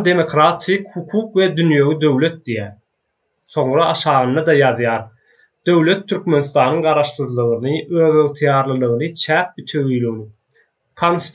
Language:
Turkmen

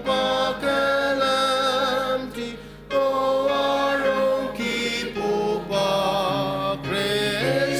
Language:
Ao Naga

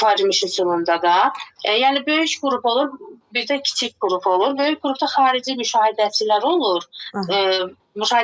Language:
Azerbaijani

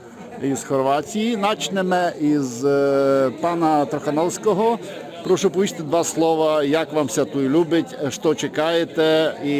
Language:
Rusyn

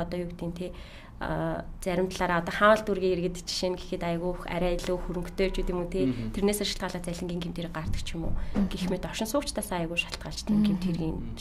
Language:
Mongolian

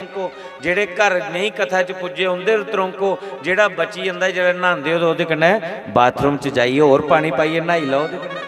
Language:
Dogri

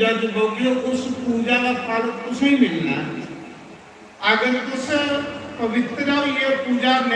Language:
Dogri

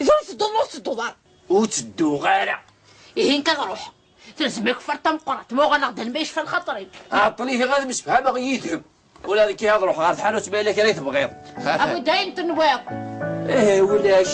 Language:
Kabyle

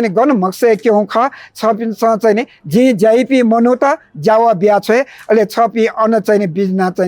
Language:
Newari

